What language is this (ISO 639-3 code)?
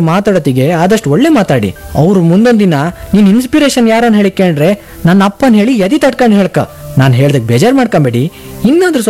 kan